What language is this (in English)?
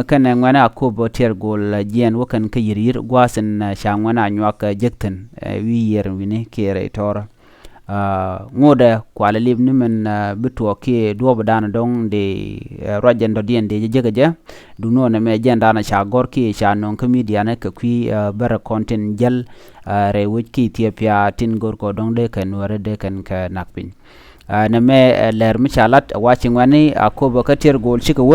Nuer